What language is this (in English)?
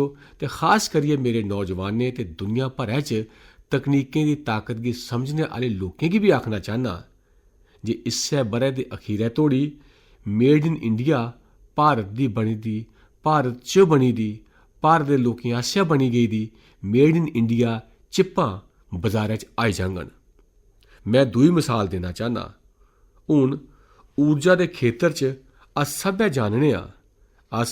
Dogri